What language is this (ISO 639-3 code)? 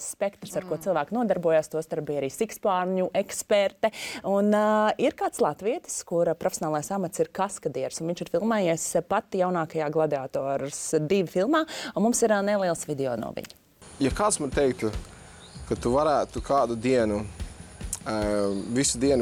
lav